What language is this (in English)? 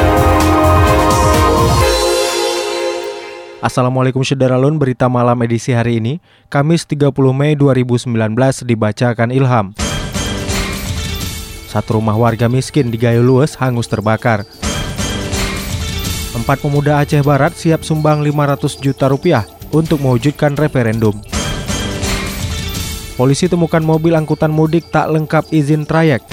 Indonesian